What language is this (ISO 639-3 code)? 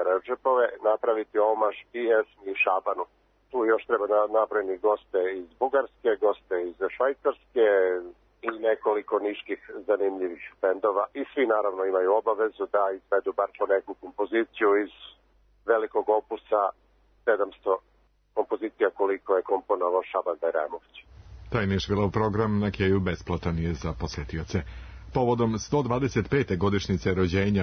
srp